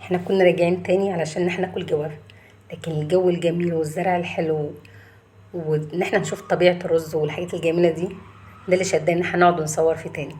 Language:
Egyptian Arabic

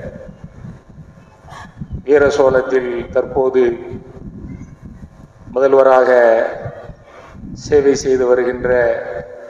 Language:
Tamil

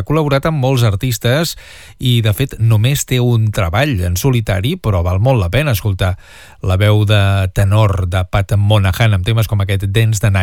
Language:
Catalan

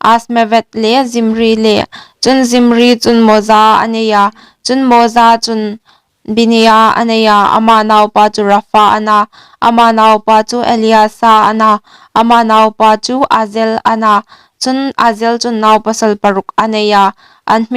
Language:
Hmar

